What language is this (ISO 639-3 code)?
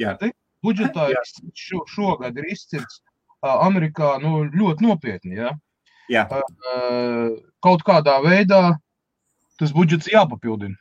lav